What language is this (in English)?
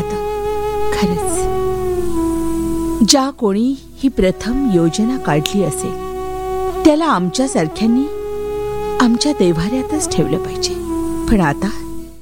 Marathi